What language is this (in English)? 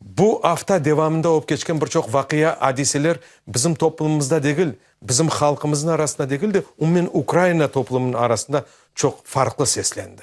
Crimean Tatar